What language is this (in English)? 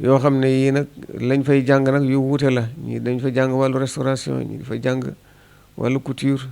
Wolof